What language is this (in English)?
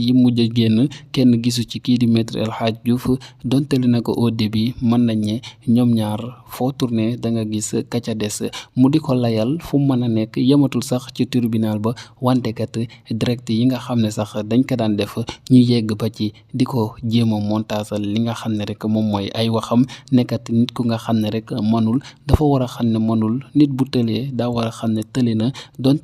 Wolof